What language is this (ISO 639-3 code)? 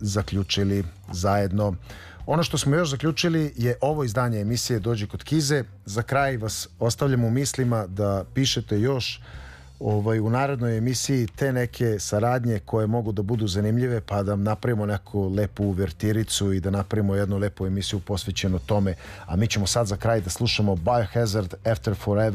srp